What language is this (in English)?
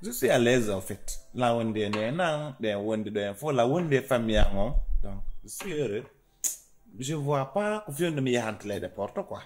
Fula